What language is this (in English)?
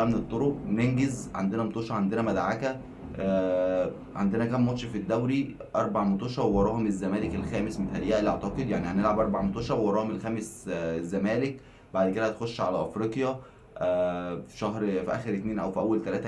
Egyptian Arabic